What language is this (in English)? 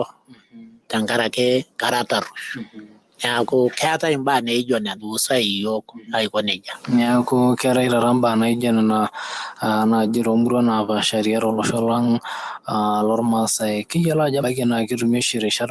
Masai